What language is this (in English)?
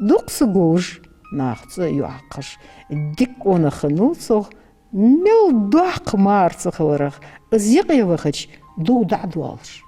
Ingush